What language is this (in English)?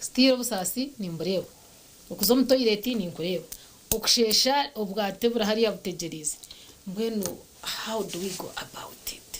Nyankole